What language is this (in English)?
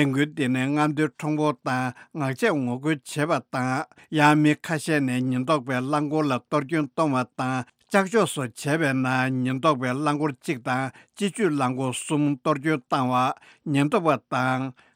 Tibetan